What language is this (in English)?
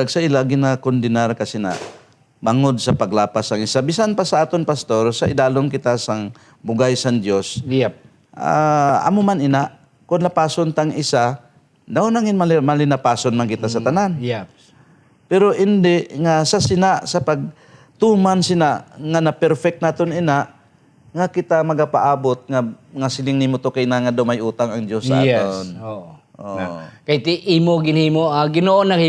Hiligaynon